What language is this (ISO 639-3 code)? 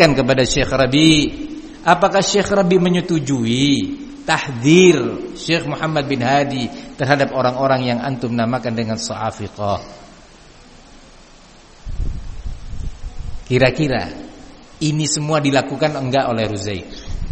ind